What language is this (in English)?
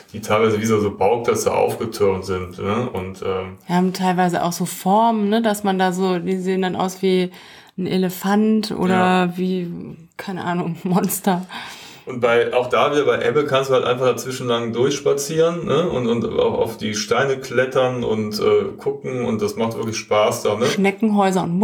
German